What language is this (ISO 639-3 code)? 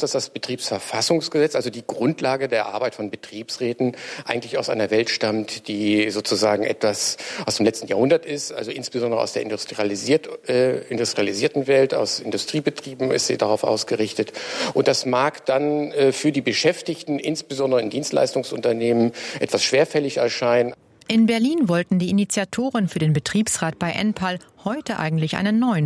deu